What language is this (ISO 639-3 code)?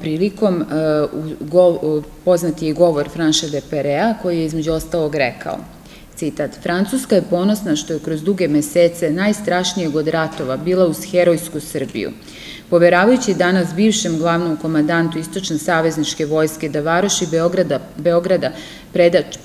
srp